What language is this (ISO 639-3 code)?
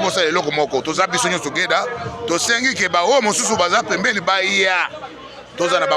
lin